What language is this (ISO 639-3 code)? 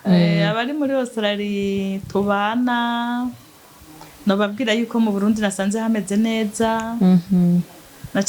run